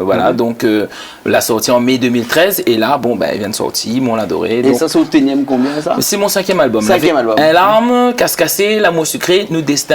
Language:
Réunion Creole French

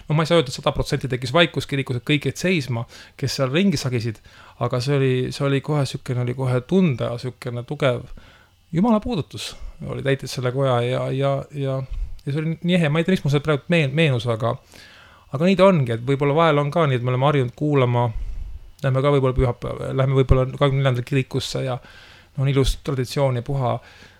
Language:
Estonian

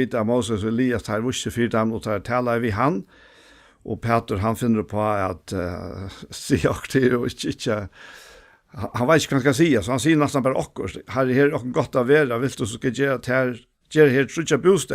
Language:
Faroese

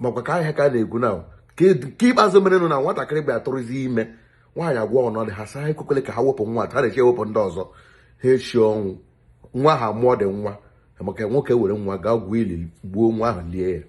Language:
Igbo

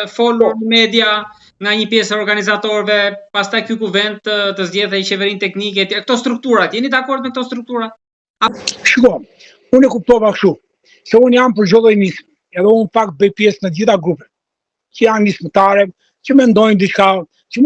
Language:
Albanian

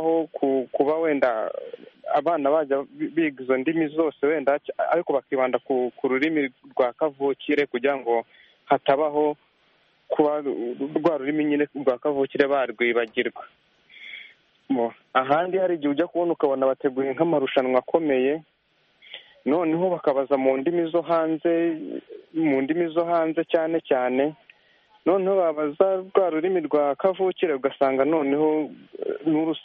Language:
Kinyarwanda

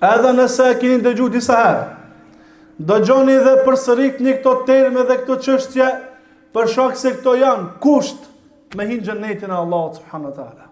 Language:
Albanian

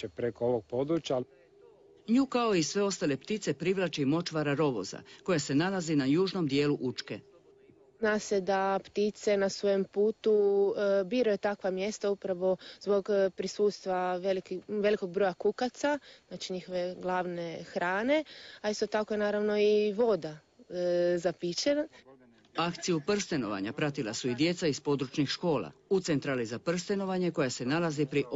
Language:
Croatian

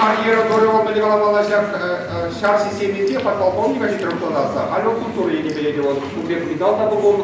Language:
Chuvash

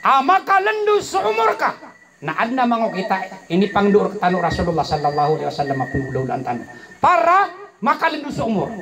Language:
Maranao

